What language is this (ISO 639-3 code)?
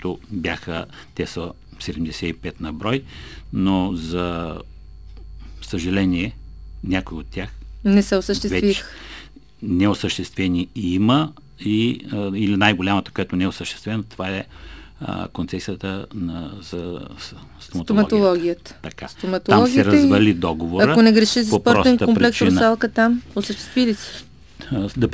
bul